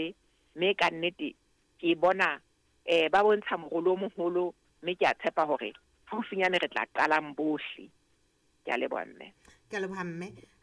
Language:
Southern Sotho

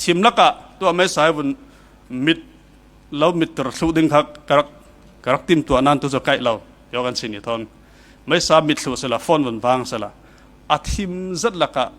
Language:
Falam Chin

